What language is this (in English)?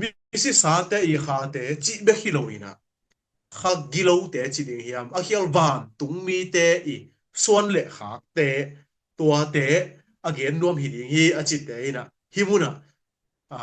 Tedim Chin